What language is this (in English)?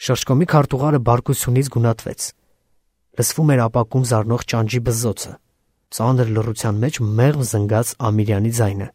Armenian